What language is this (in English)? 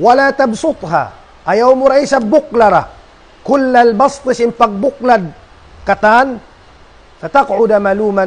Tausug